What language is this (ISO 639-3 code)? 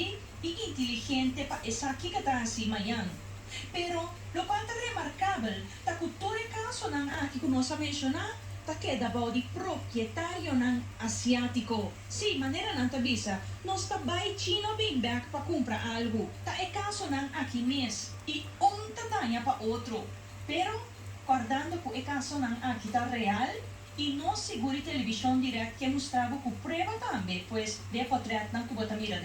pap